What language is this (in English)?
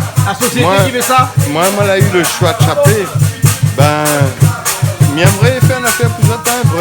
Réunion Creole French